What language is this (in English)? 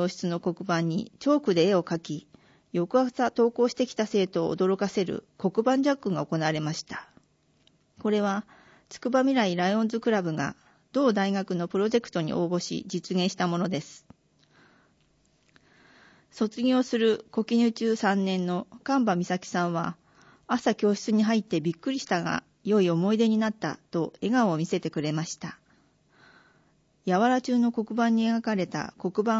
Japanese